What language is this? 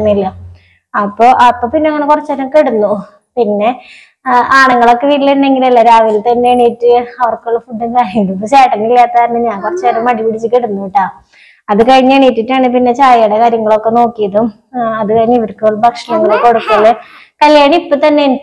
Malayalam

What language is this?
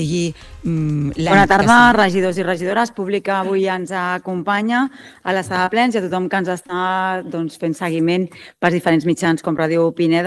Catalan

